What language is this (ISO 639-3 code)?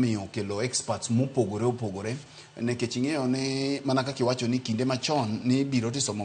luo